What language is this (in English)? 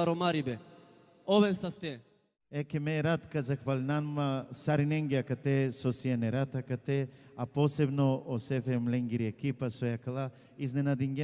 Balkan Romani